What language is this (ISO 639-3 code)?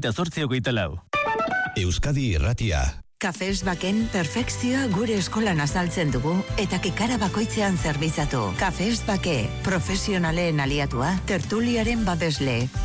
eus